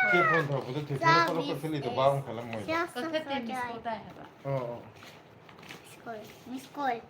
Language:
Manipuri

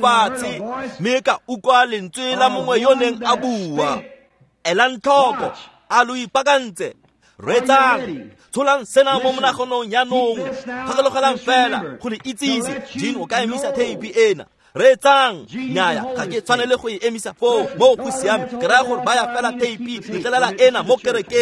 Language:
Tswana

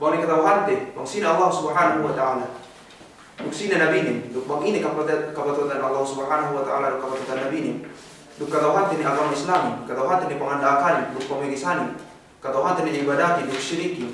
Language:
Yakan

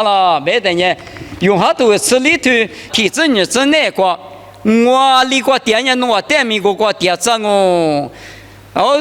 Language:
Lisu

